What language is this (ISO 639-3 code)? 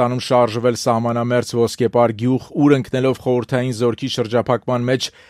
hye